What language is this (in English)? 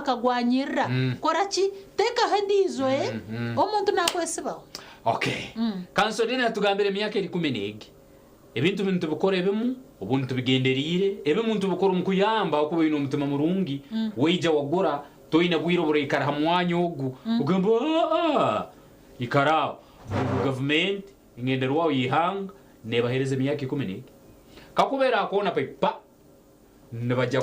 Nyankole